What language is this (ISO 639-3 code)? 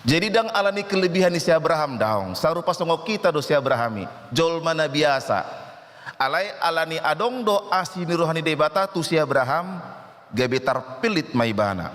bbc